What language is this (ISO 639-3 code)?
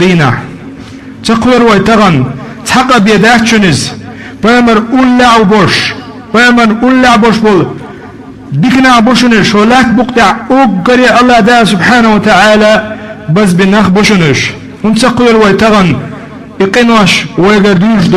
che